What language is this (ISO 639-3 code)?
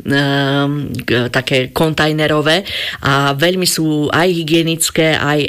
slk